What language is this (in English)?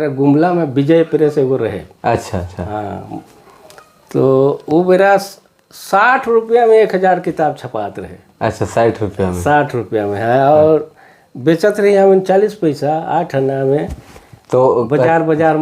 Sadri